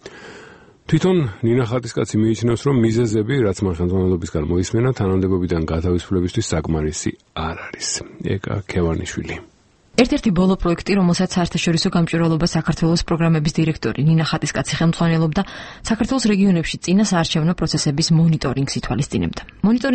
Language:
Georgian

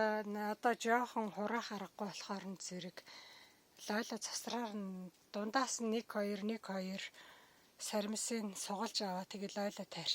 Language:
Mongolian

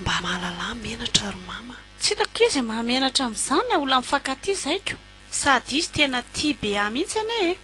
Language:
Malagasy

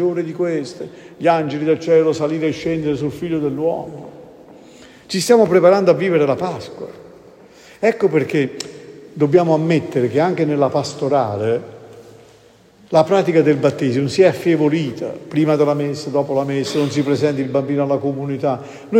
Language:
Italian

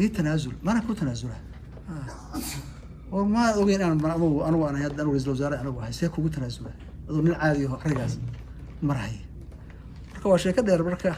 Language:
Somali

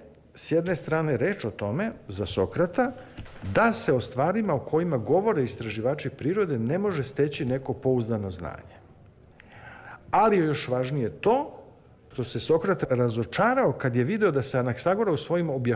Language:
Serbian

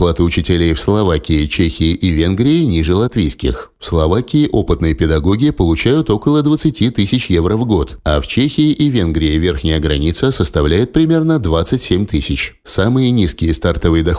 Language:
Russian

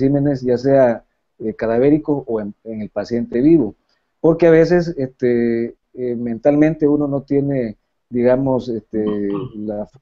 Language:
Spanish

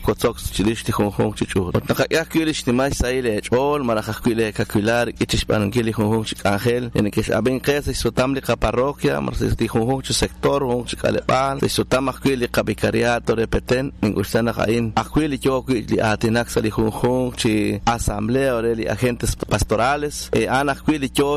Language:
Kekchí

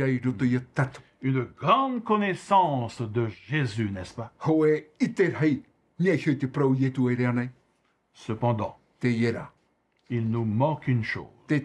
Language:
Tahitian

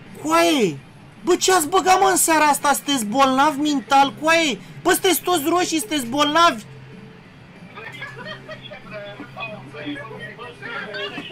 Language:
Romanian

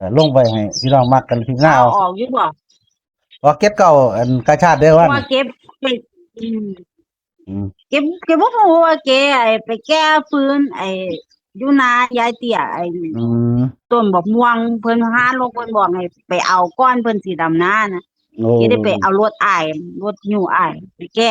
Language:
Northeastern Thai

